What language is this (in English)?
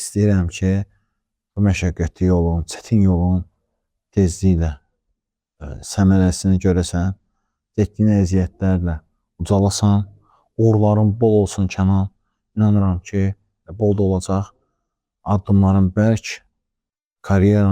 Azerbaijani